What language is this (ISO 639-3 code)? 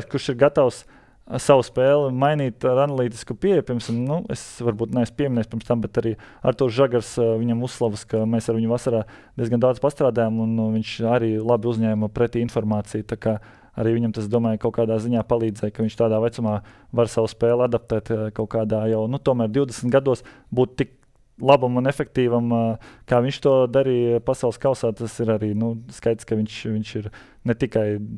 lav